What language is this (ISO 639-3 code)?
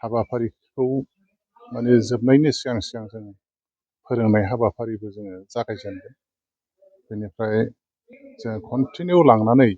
brx